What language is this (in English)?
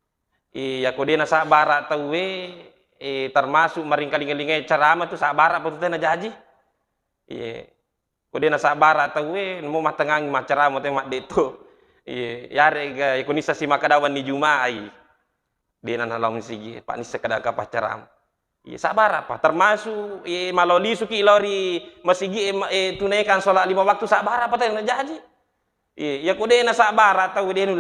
Buginese